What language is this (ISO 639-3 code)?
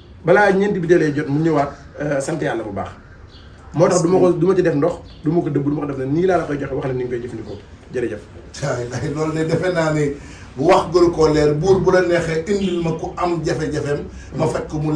wol